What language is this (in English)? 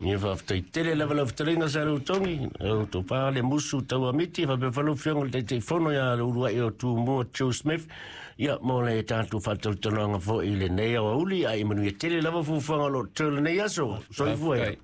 Samoan